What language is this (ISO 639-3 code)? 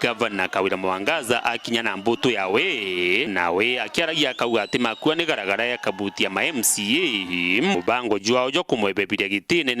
mer